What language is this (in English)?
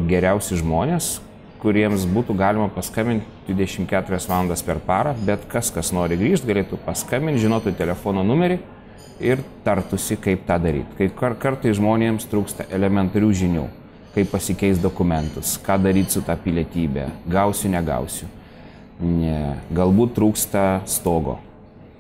Lithuanian